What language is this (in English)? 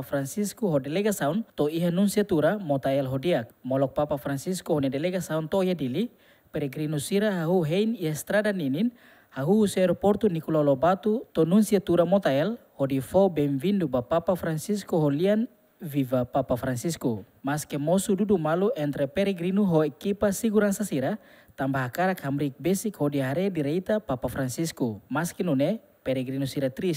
Tetum